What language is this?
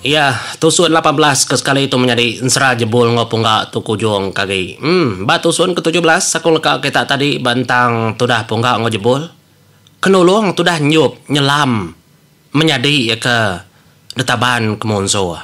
Iban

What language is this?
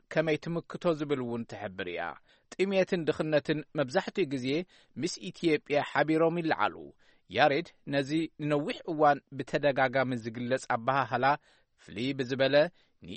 Tigrinya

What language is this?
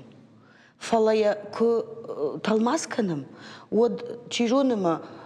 Ossetic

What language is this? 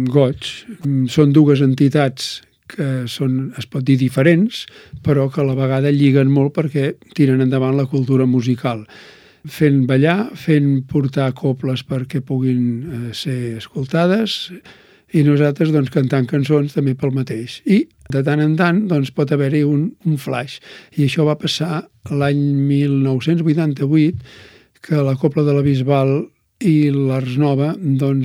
Catalan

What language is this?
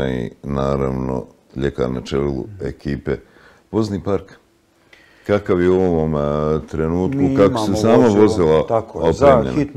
Bosnian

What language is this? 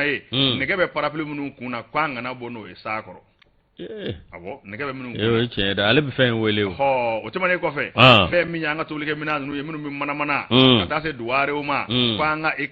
Bambara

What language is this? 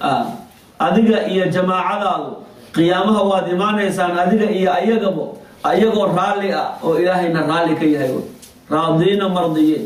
Somali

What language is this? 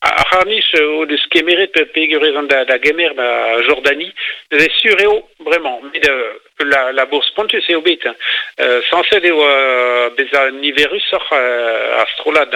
Breton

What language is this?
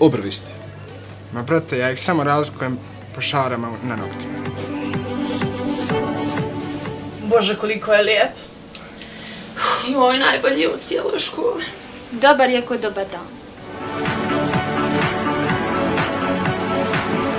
Croatian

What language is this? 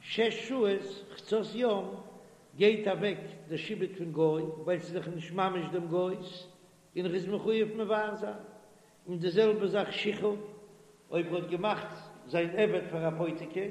Yiddish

